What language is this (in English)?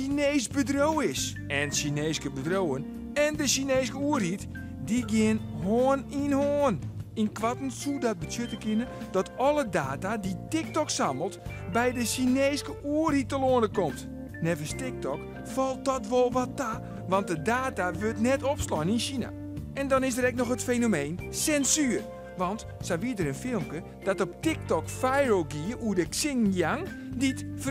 Western Frisian